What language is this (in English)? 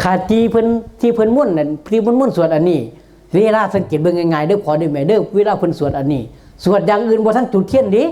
Northeastern Thai